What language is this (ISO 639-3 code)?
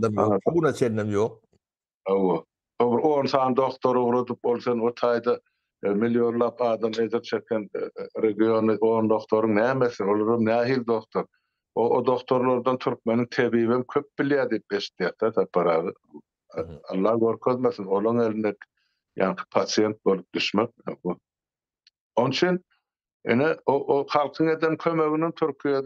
tuk